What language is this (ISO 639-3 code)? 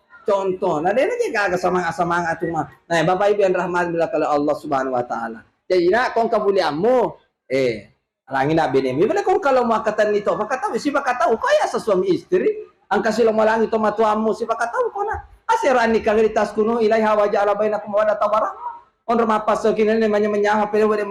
bug